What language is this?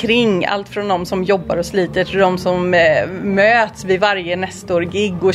Swedish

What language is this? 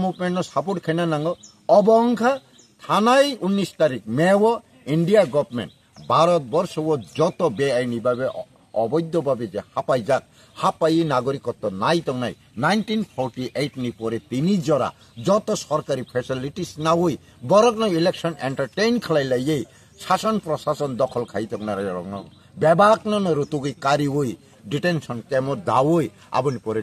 Kok Borok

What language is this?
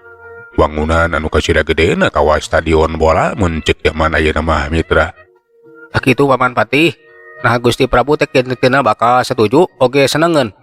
Sundanese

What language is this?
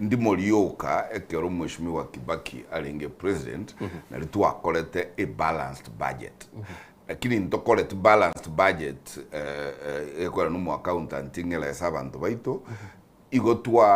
Gusii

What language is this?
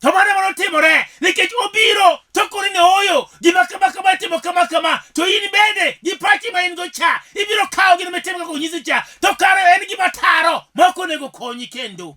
Luo (Kenya and Tanzania)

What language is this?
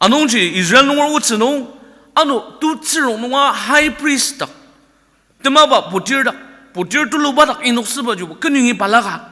Ao Naga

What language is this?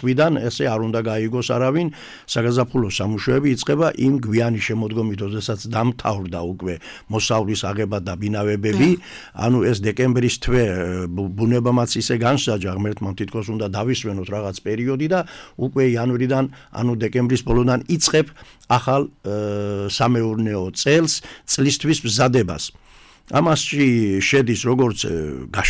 Georgian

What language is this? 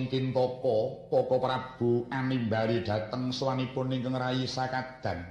Javanese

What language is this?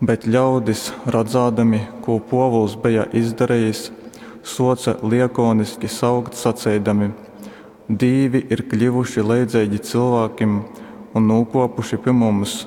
Latgalian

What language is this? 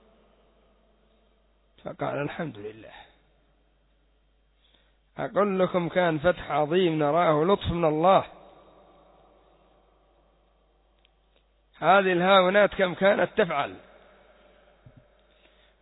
Arabic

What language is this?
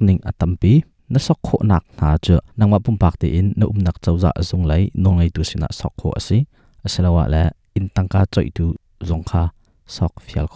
Hakha Chin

